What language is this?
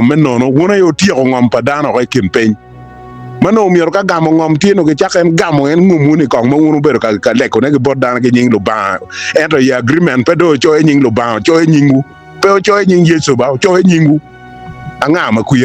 Acoli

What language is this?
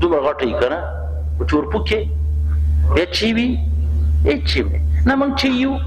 Pashto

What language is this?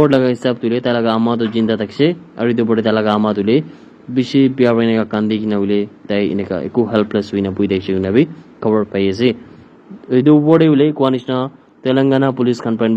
Naga Pidgin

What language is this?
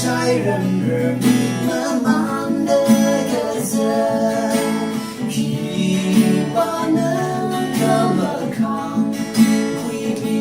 Tangkhul Naga (India)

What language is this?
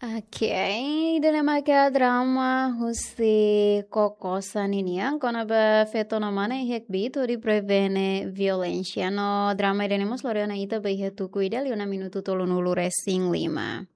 Tetum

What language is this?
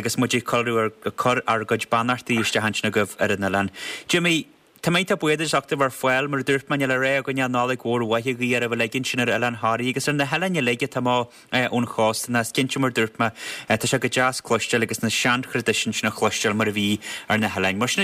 Irish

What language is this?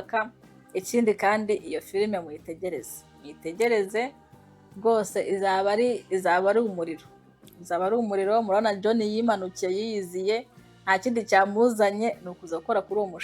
Kinyarwanda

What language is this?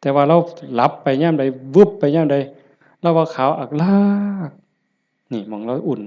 Lao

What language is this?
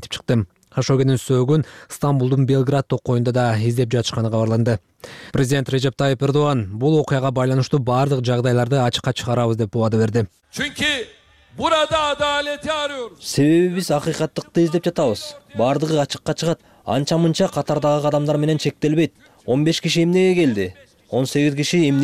Kyrgyz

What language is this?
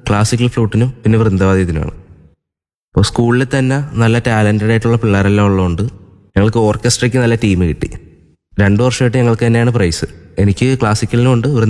Malayalam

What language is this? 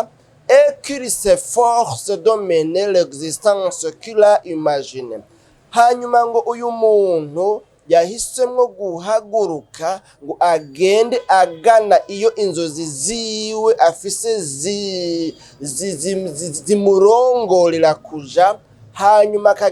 Rundi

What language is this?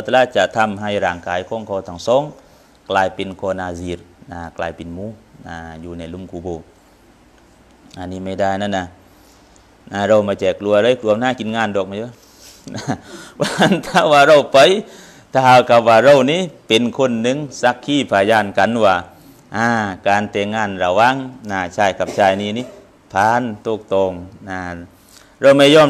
Thai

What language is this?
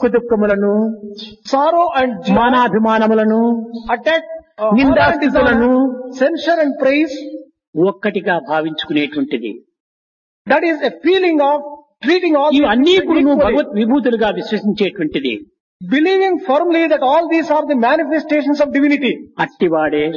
Telugu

